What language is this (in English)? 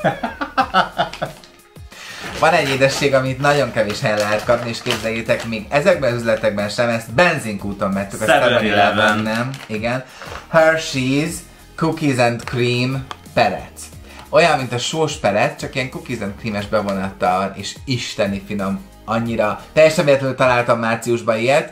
Hungarian